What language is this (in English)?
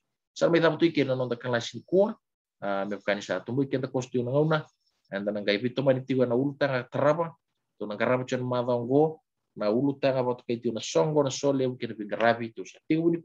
Fijian